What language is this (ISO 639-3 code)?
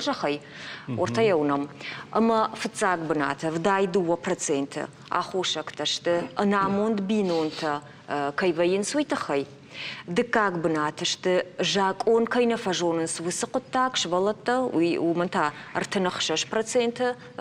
oss